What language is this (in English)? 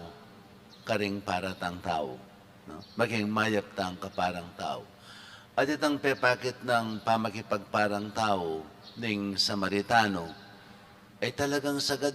Pampanga